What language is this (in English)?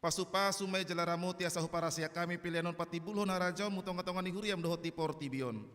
Batak Toba